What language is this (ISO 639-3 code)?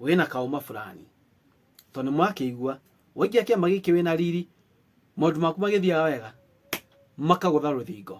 kik